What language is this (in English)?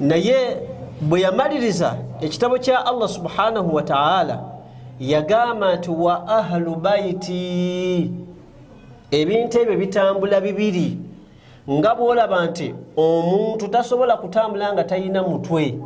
Ganda